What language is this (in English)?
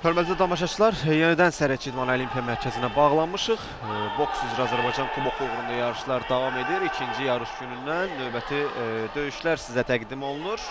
Azerbaijani